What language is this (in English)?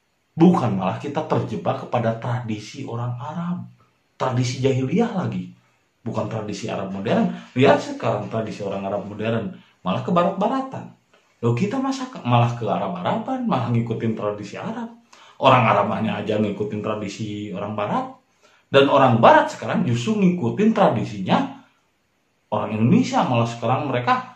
Indonesian